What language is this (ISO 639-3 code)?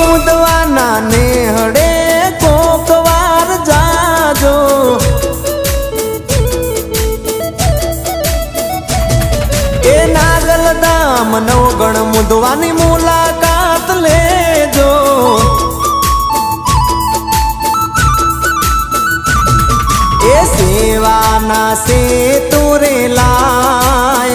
guj